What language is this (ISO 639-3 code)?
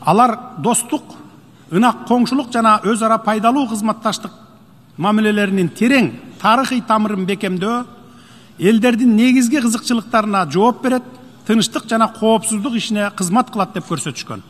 kir